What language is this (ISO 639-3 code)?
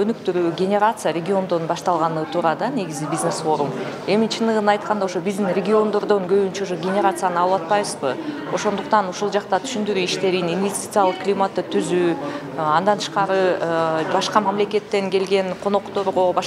kir